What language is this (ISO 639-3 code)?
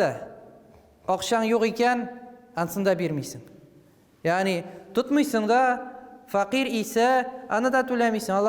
tat